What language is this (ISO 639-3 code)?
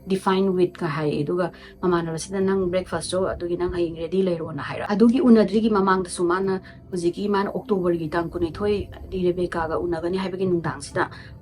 mni